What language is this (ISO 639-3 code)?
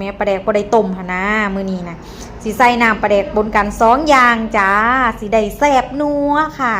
lao